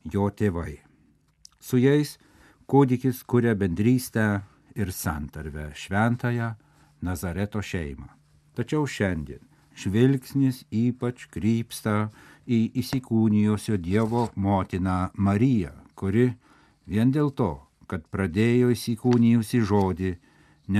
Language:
Lithuanian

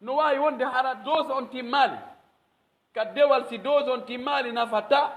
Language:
Pular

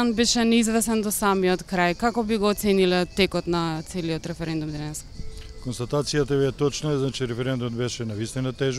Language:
Macedonian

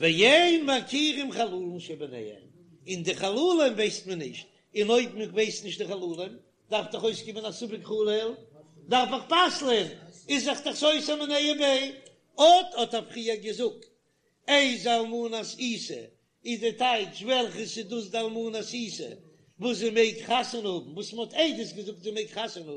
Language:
Yiddish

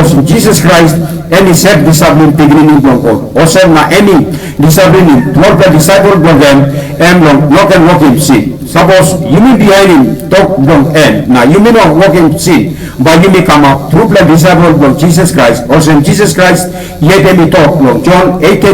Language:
Tok Pisin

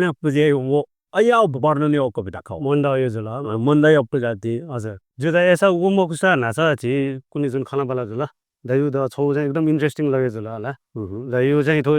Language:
Newari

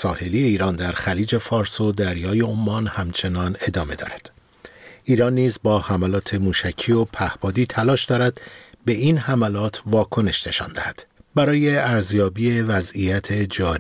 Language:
Persian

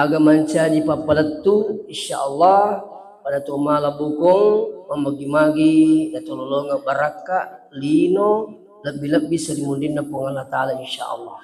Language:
Buginese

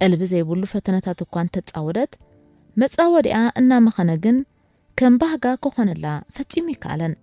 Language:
Tigrinya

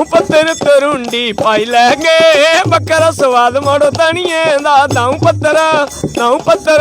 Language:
Dogri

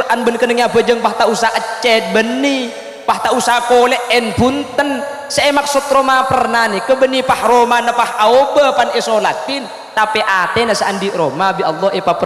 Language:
Madurese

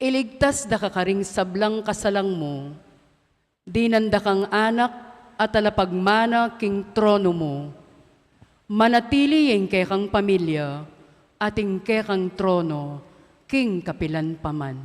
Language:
Pampanga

